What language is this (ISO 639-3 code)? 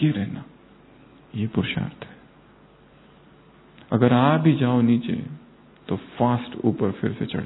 hin